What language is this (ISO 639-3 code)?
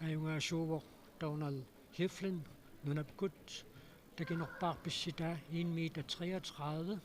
kal